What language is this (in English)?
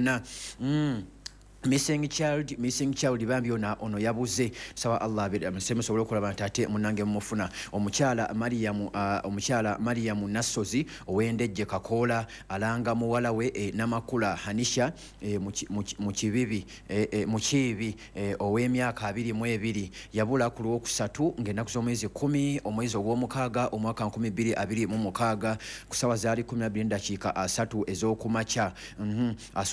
Ganda